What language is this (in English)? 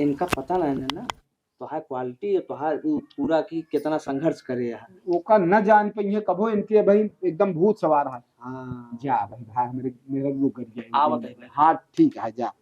Awadhi